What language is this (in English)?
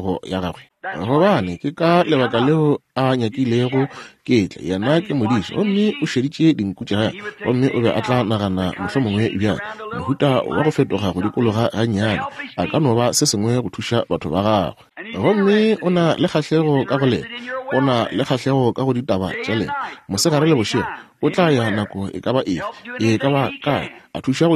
Northern Sotho